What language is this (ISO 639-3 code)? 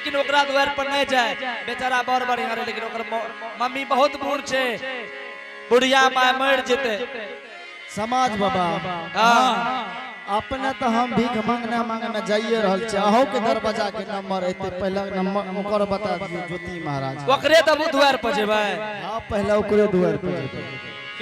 anp